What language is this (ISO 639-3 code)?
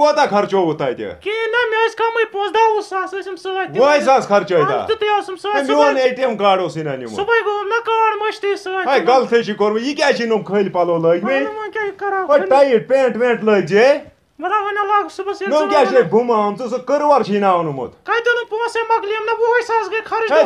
kas